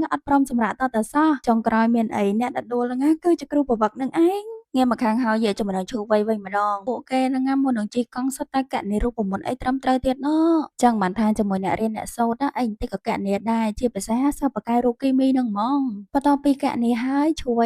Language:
Khmer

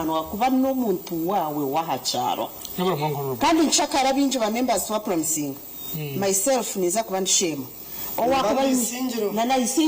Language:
Nyankole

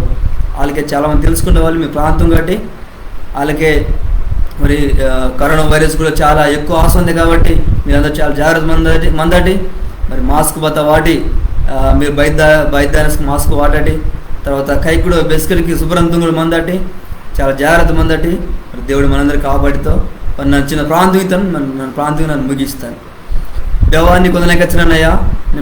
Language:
Koya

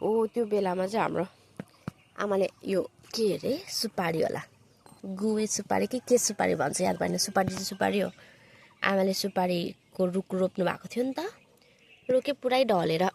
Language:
Nepali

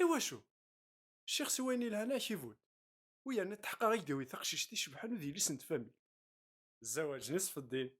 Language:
Kabyle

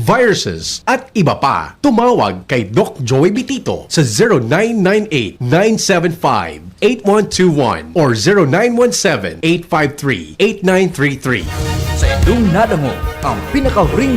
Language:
Bikol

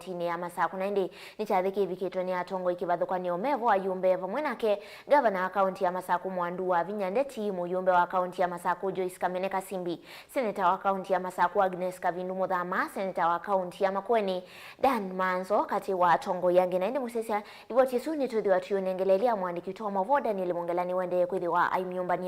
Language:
Kamba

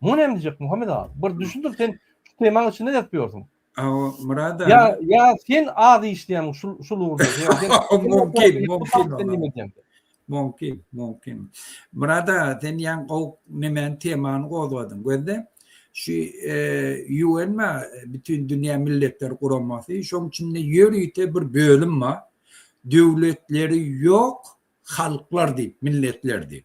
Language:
Turkmen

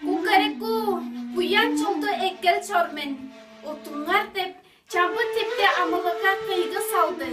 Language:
Tuvinian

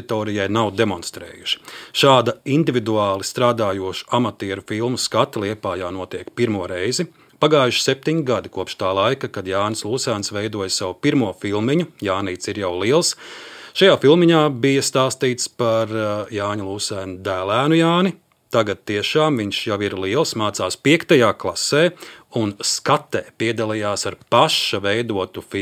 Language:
Latvian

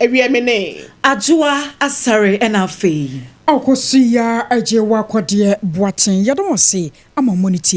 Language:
Akan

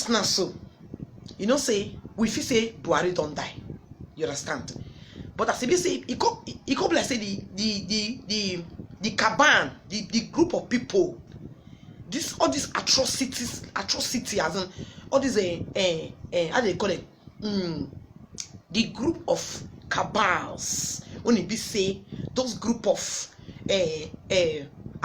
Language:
Nigerian Pidgin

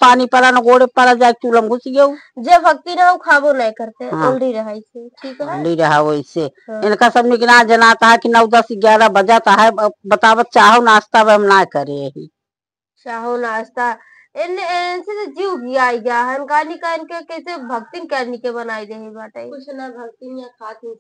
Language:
Awadhi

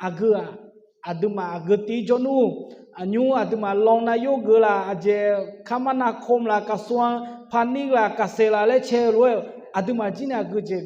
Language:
Akha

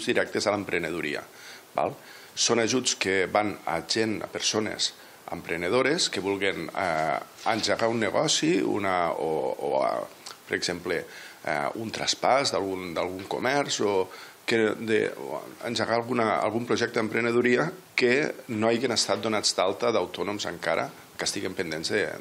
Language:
Catalan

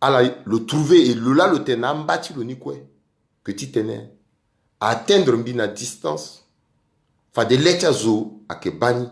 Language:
Sango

